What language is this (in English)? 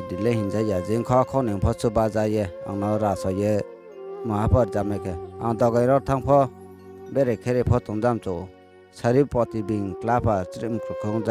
Riang (India)